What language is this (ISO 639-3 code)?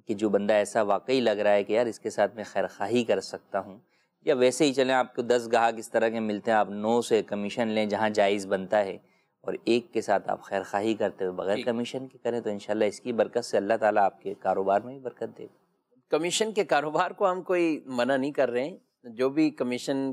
urd